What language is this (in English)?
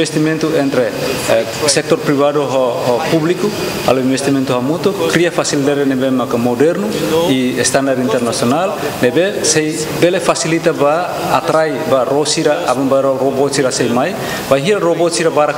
Tetum